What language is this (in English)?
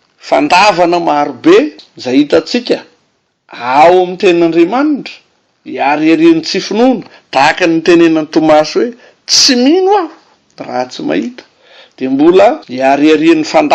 Malagasy